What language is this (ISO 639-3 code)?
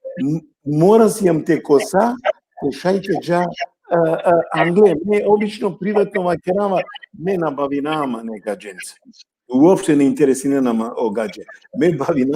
rmn